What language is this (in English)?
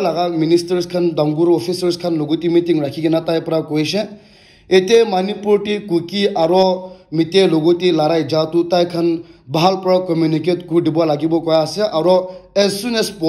Naga Pidgin